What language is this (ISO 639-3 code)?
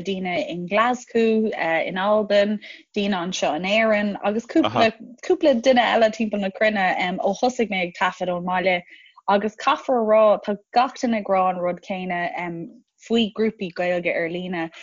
gle